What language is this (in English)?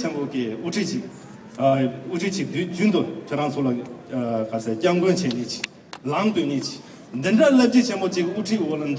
Tibetan